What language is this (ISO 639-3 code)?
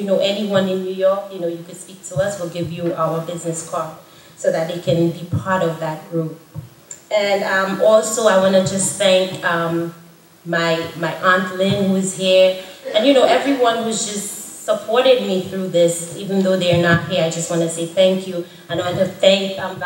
eng